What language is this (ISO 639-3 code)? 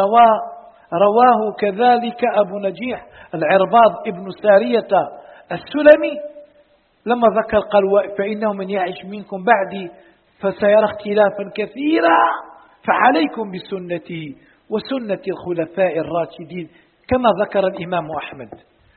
ara